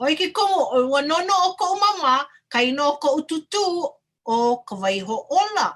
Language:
Hawaiian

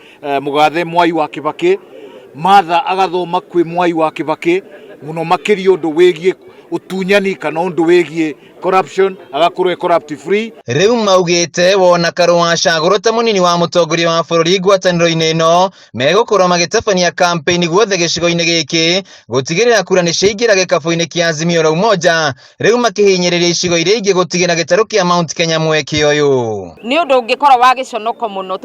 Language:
Kikuyu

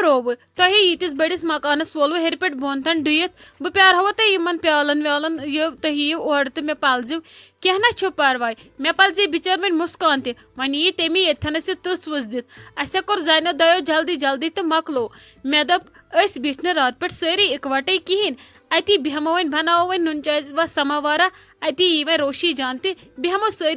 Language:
Kashmiri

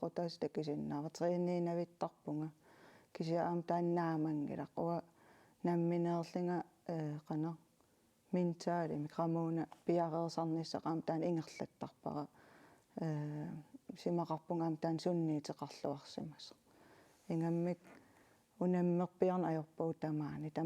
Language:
Kalaallisut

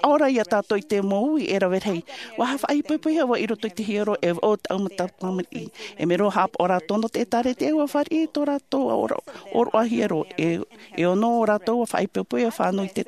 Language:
Tahitian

